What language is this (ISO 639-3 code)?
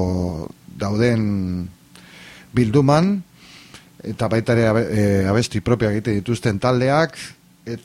eus